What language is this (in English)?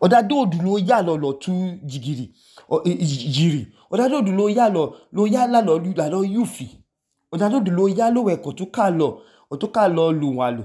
Idoma